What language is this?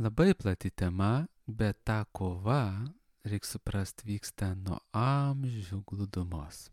Lithuanian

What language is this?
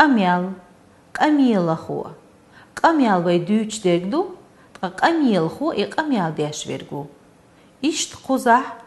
Chechen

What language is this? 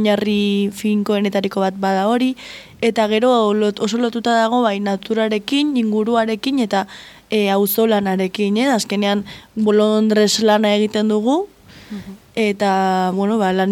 Basque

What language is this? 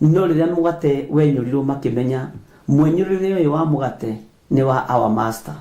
Kikuyu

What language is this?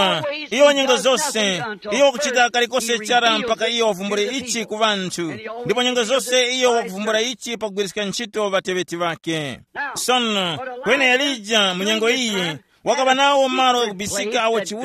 Tumbuka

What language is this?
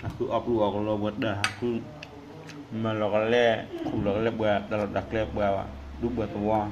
S'gaw Karen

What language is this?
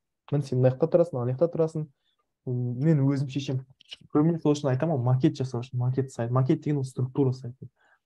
Kazakh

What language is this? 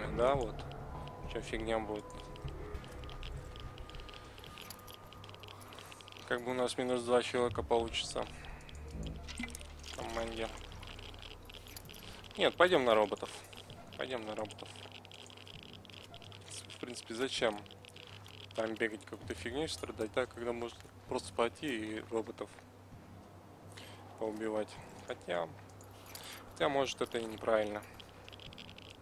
Russian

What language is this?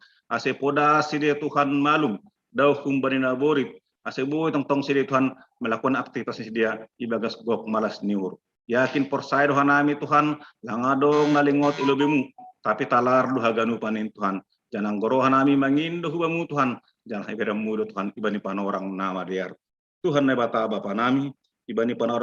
Batak Simalungun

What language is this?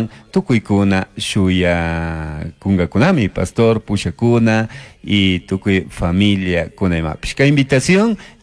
Chimborazo Highland Quichua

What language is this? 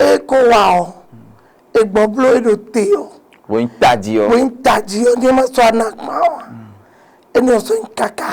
Fon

